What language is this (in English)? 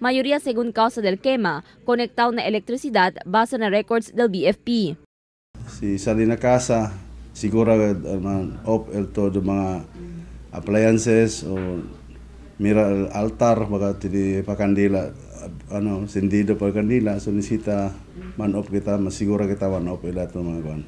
Chavacano